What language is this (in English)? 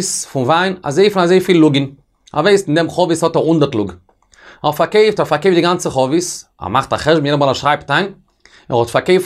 Yiddish